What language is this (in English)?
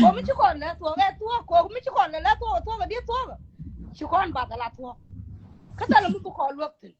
Nuer